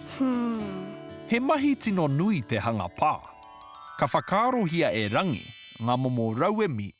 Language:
Māori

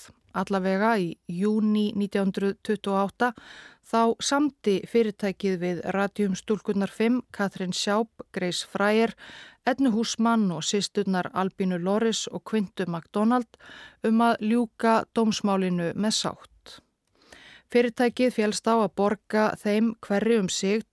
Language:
Icelandic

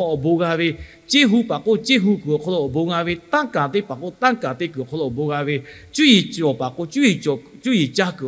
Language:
Lahu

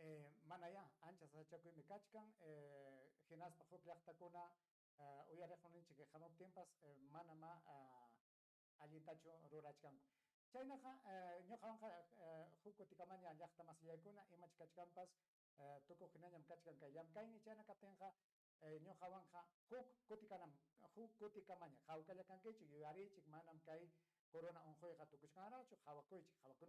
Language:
Ayacucho Quechua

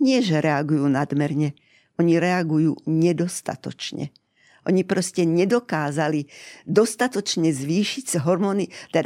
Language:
Slovak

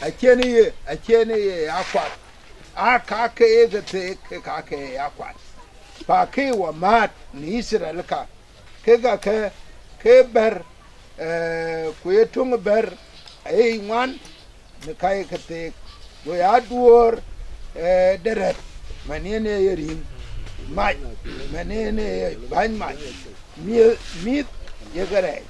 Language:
Dinka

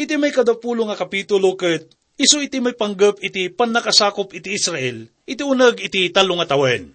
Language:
Iloko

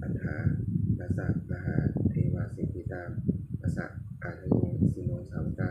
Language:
Pali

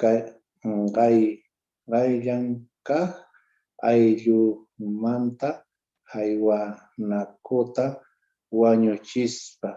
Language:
Quechua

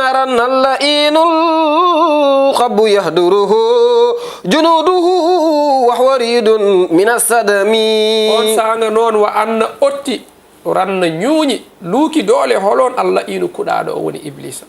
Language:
Fula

